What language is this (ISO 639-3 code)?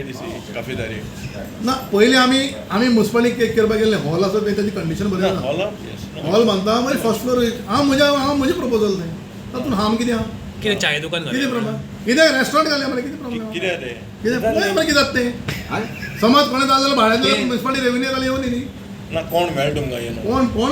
kok